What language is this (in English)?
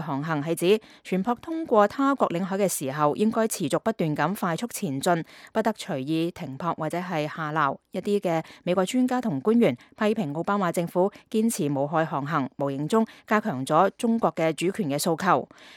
Cantonese